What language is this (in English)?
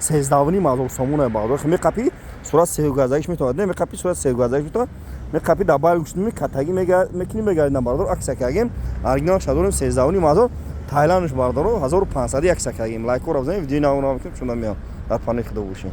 Tajik